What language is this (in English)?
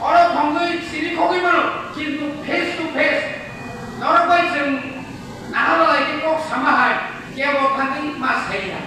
Kok Borok